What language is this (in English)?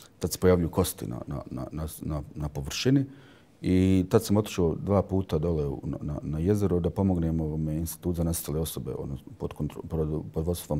Bosnian